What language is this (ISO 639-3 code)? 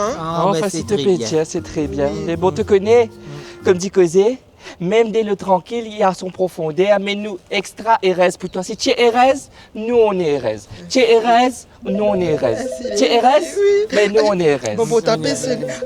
mfe